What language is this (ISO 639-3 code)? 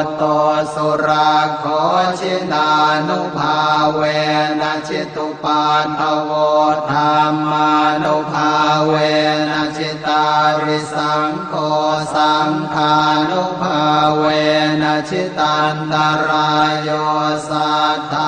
pli